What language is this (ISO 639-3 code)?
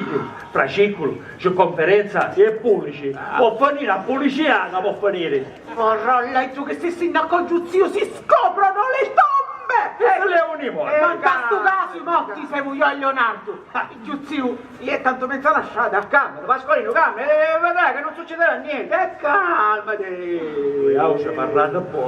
scn